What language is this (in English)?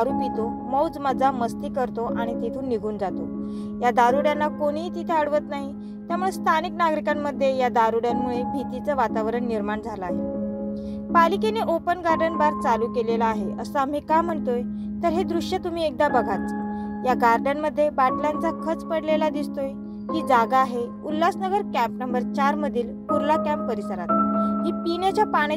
Marathi